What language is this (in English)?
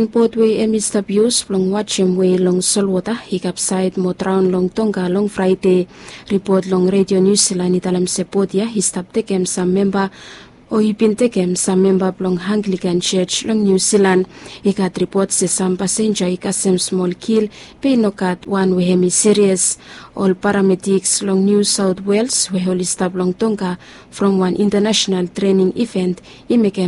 Bislama